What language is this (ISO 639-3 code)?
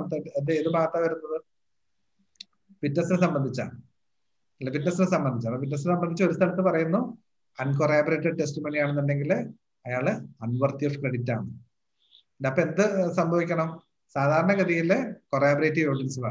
mal